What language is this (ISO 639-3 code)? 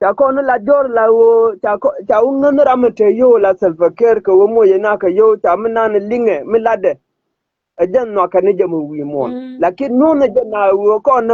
nus